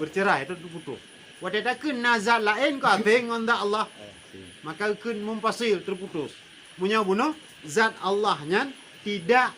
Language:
Achinese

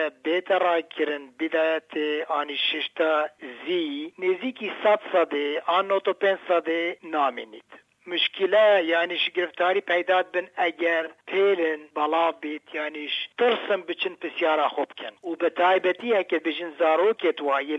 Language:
Kurdish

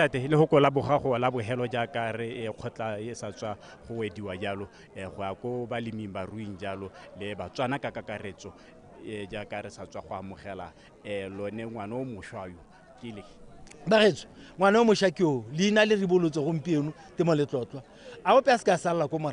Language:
Tswana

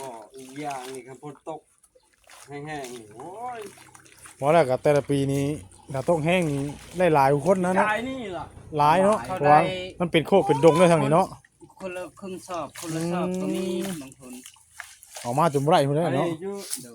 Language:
Northeastern Thai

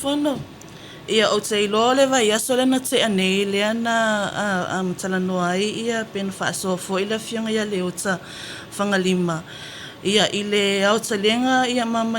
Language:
Samoan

